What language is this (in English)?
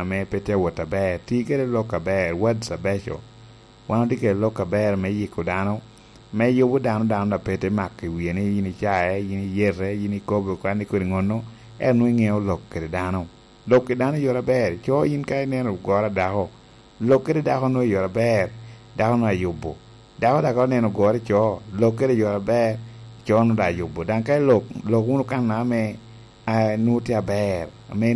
Lango (Uganda)